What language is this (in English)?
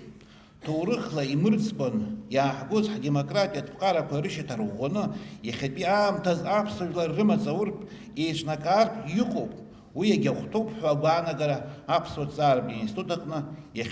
Abkhazian